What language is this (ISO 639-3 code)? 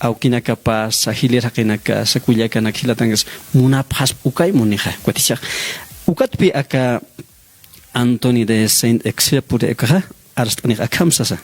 aym